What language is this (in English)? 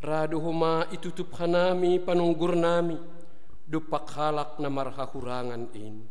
Batak Simalungun